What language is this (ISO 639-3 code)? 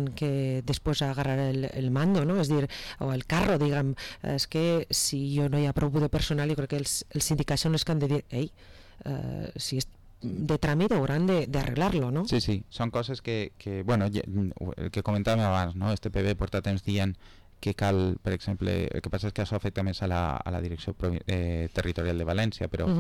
cat